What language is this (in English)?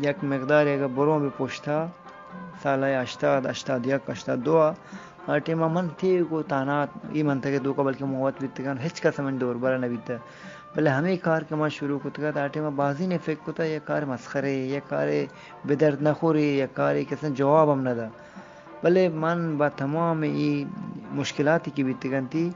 Eastern Balochi